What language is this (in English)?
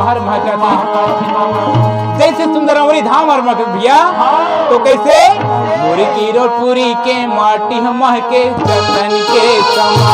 Chhattisgarhi